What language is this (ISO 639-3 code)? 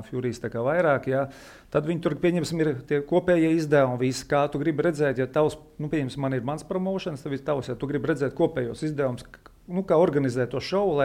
lav